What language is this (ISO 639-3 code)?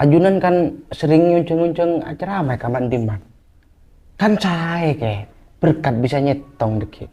mad